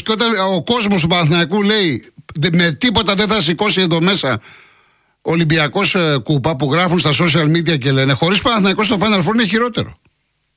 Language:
Greek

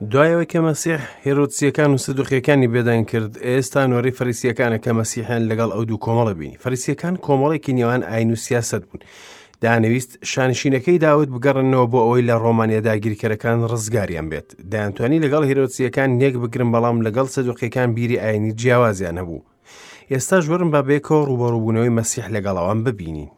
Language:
Central Kurdish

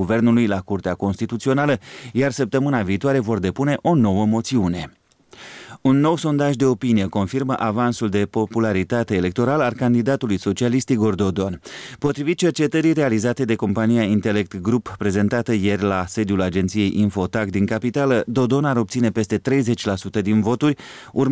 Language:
Romanian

